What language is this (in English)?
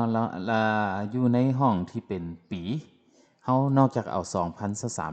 Lao